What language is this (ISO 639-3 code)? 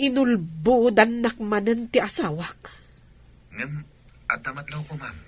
ilo